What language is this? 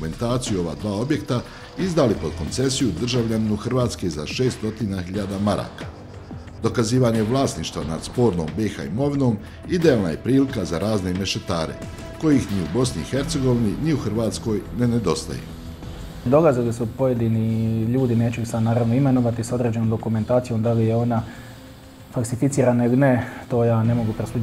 Bosnian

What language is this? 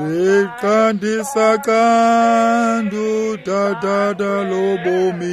Xhosa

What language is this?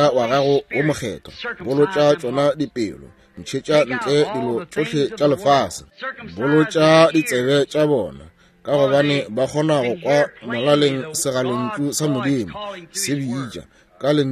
Northern Sotho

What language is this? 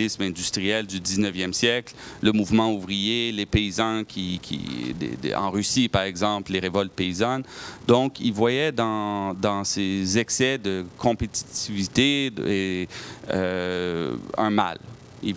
French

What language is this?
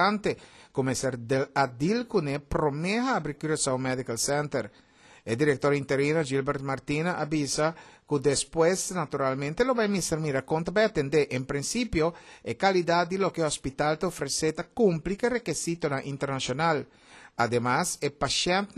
Papiamento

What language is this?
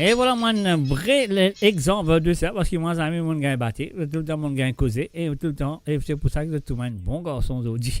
Morisyen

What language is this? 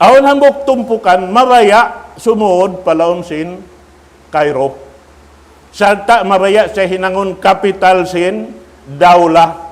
Tausug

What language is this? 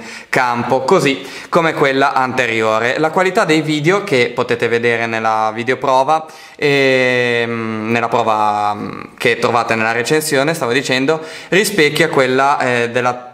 Italian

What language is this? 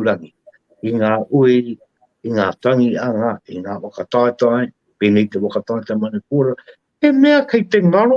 Māori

